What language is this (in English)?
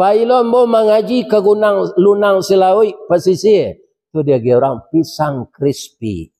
Minangkabau